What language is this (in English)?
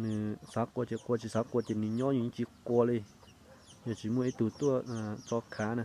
Hmong